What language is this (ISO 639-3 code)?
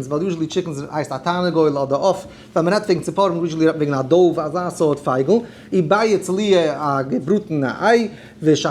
yid